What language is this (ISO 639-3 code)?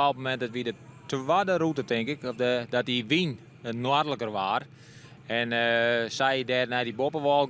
fry